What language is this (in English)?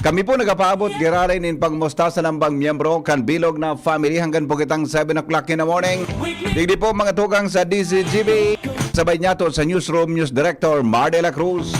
Bikol